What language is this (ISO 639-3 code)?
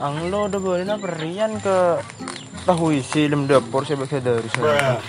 mad